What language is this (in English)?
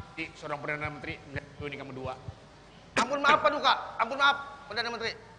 Banjar